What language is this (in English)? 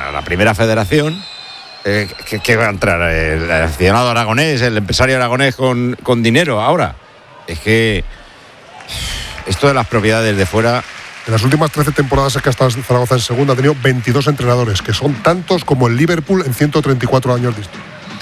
Spanish